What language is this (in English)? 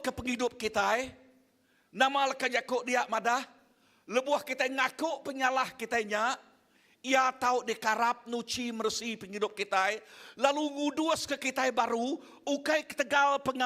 Iban